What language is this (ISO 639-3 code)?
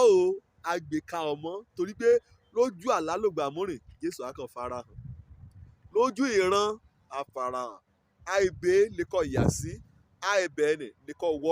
yor